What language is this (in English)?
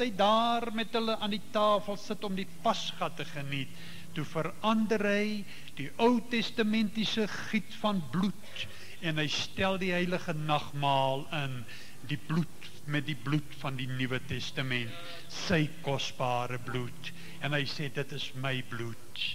Afrikaans